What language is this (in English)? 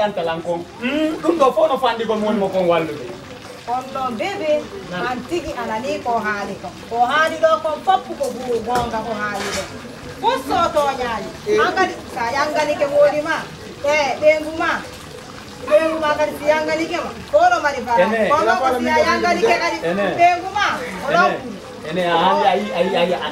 Fula